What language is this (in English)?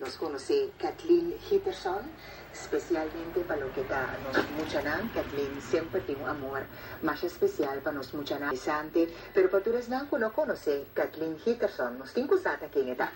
Papiamento